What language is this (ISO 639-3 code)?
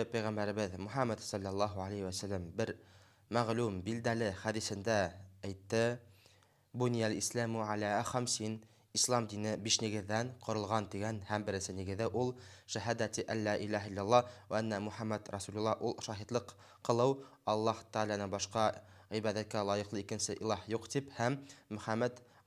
bak